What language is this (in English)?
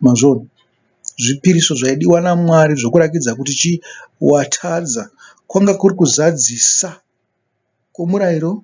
Shona